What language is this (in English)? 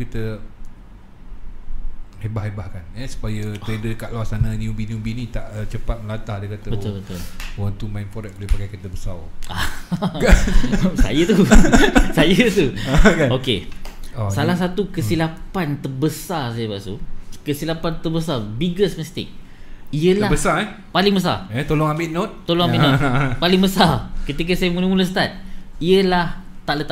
Malay